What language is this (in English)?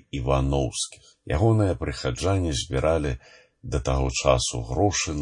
Belarusian